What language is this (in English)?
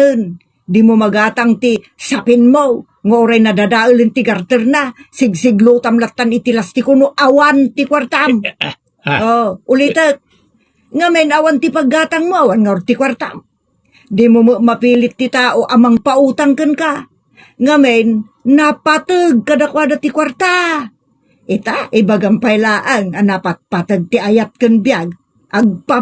Iloko